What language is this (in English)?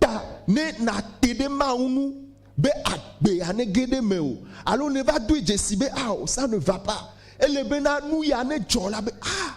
Ewe